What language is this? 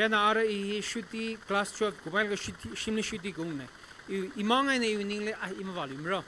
Tangkhul Naga (India)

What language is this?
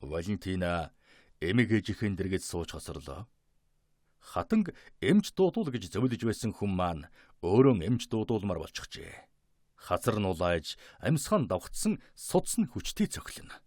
Mongolian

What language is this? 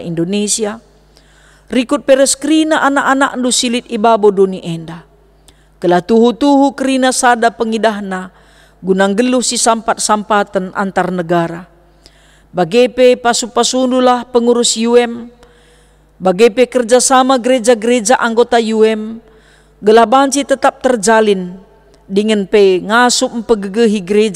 Batak Karo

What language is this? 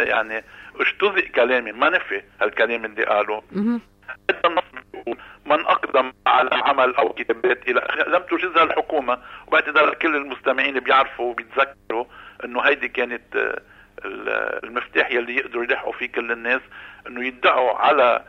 North Levantine Arabic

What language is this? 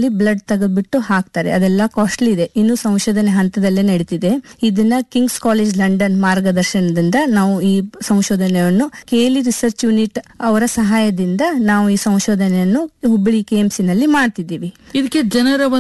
Kannada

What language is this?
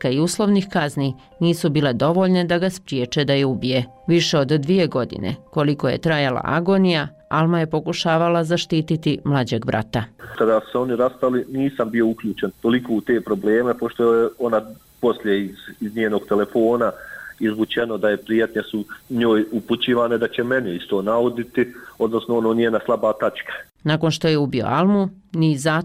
Bosnian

